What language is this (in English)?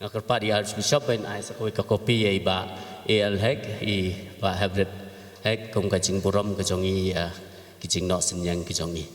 Khasi